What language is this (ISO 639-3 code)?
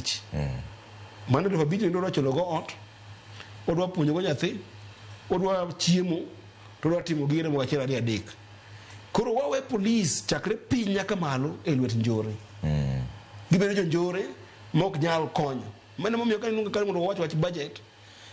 luo